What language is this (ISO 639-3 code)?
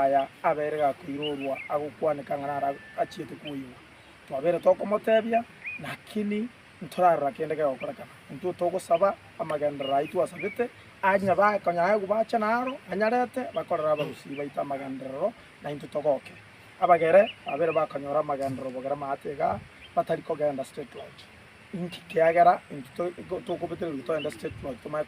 guz